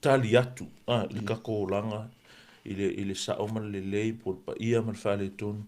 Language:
Samoan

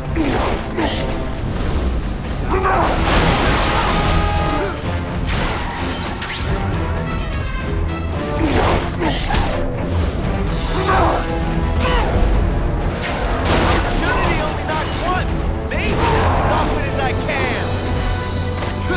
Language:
English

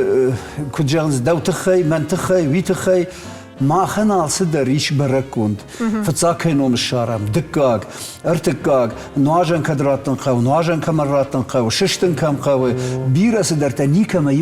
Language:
Ossetic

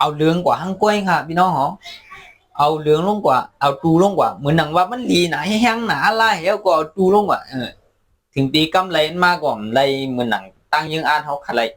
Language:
Shan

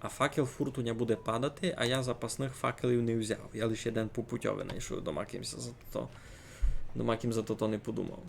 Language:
Rusyn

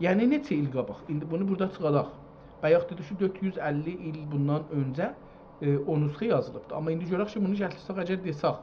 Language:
South Azerbaijani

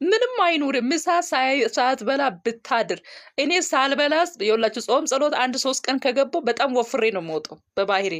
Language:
Amharic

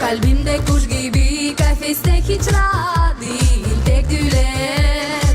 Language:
Gagauz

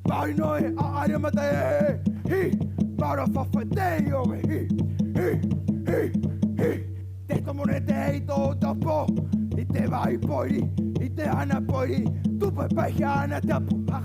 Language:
Tahitian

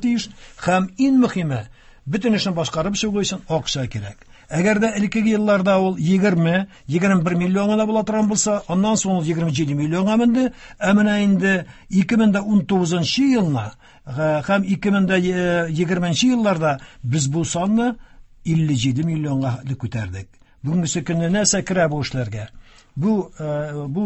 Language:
Tatar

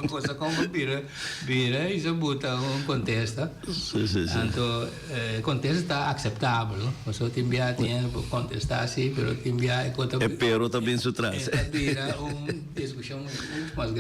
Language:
Papiamento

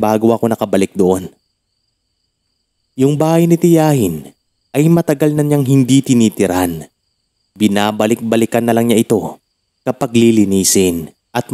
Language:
Filipino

